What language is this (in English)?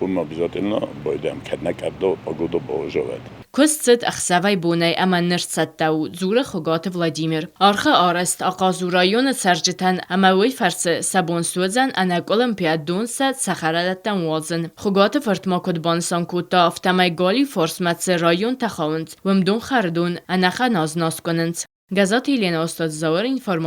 Ossetic